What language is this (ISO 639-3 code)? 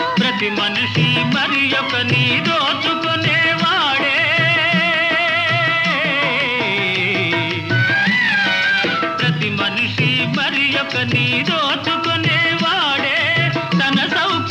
tel